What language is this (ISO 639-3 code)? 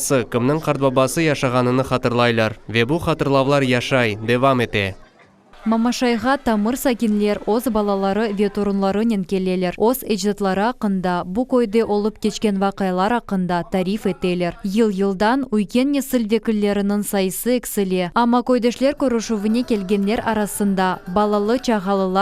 crh